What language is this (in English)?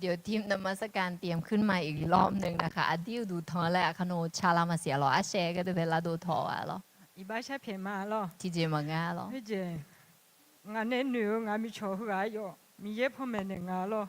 Akha